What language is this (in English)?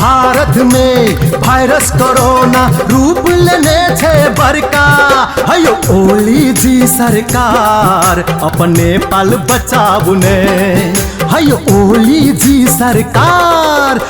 Maithili